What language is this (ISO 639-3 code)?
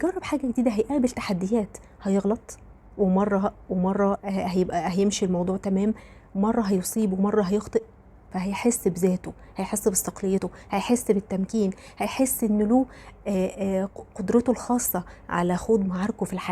arz